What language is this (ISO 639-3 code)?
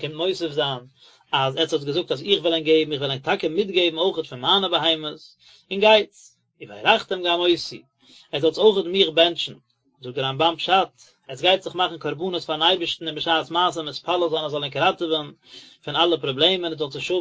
yid